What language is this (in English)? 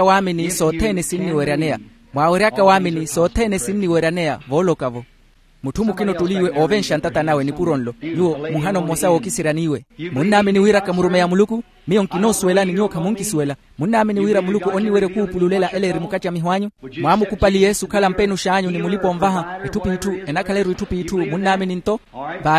Makhuwa